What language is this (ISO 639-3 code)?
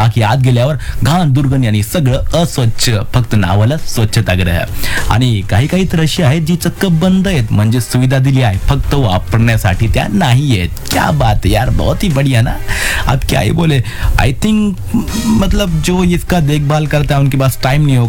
mar